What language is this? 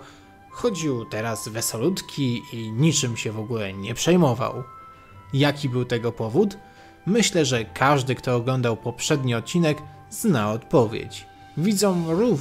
Polish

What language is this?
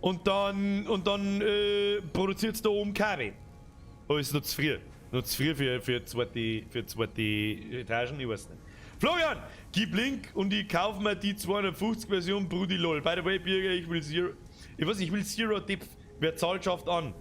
Bavarian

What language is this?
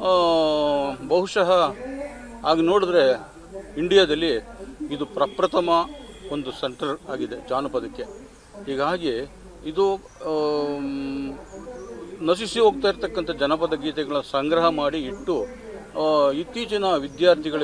Kannada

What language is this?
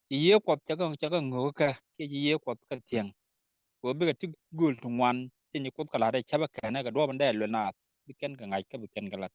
Nuer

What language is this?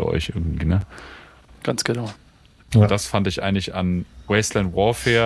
German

